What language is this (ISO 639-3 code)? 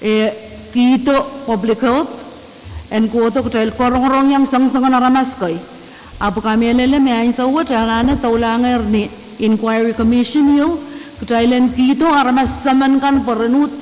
pon